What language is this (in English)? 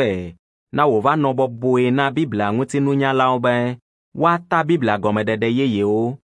Ewe